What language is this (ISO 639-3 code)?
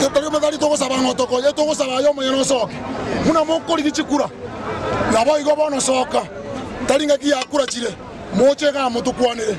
guz